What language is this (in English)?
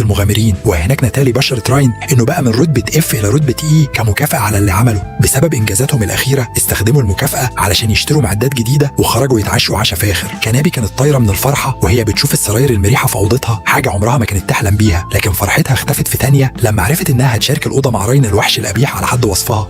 Egyptian Arabic